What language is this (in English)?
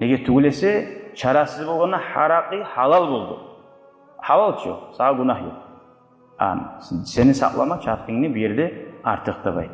Kumyk